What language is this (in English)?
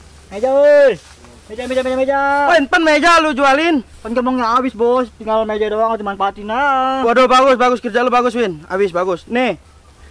Betawi